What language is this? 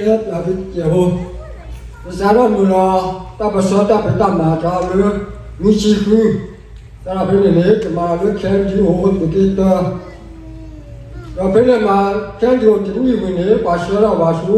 S'gaw Karen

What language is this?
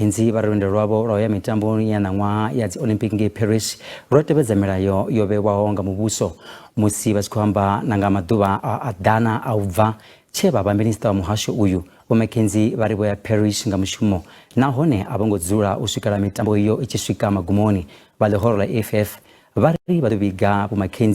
Venda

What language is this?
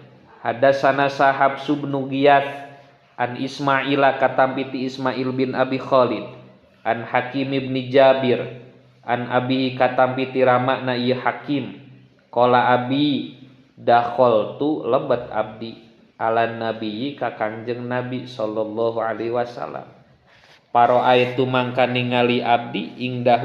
Sundanese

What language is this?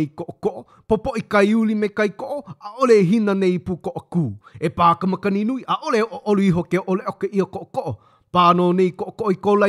Hawaiian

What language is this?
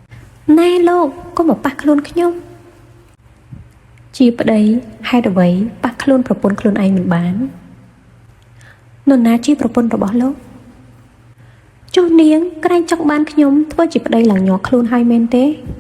Khmer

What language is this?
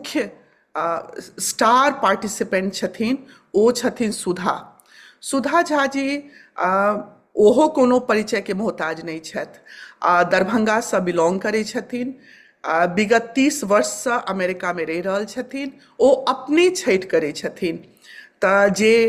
Maithili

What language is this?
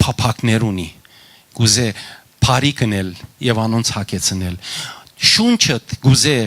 Western Armenian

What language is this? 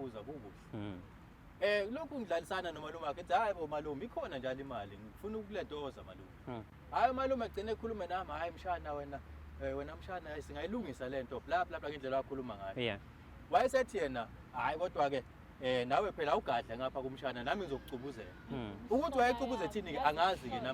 Zulu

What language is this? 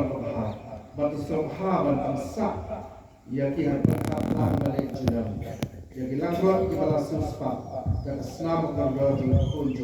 Khasi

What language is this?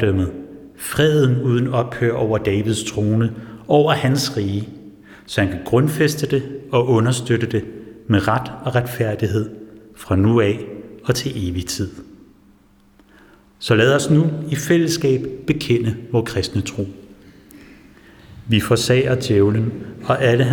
Danish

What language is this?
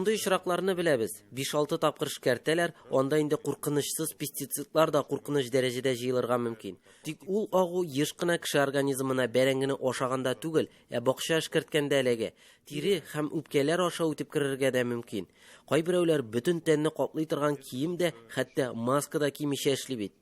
Tatar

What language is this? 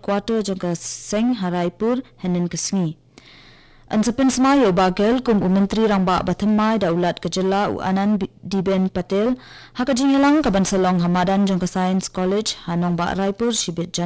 Khasi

